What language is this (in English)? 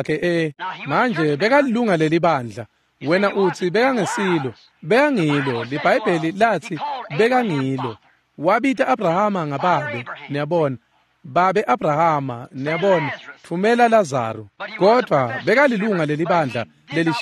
Swati